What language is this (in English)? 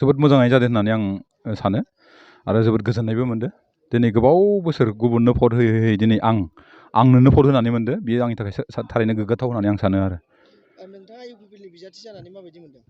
Bodo